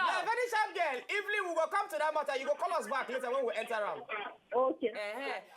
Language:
Nigerian Pidgin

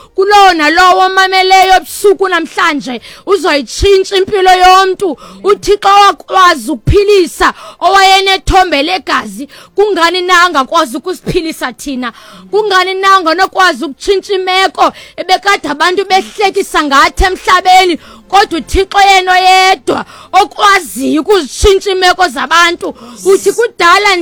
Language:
Xhosa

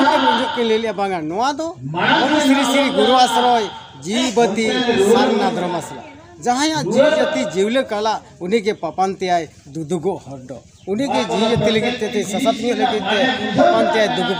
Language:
Santali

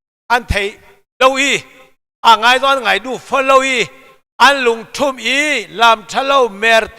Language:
Hakha Chin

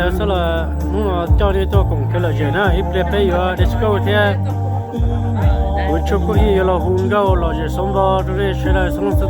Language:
Hmong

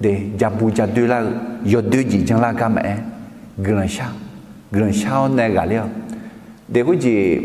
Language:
Akha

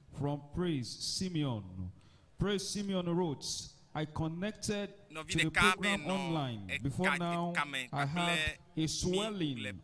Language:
Ewe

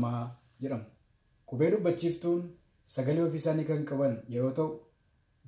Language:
Oromo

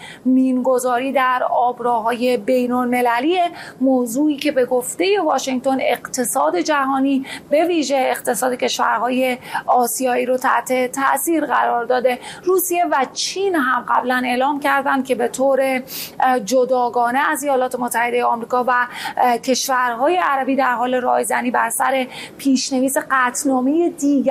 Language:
Persian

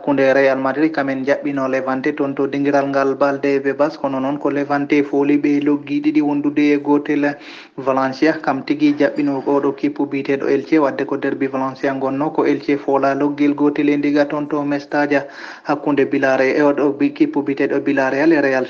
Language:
Fula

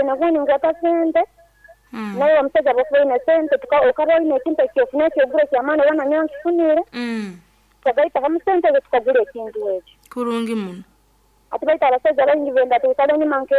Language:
Nyankole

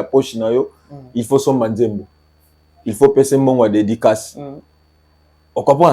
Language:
Lingala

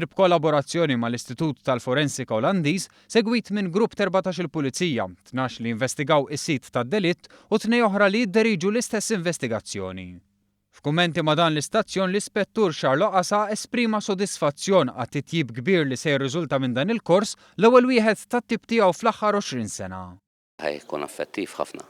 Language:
Maltese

